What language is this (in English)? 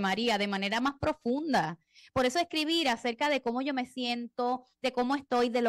Spanish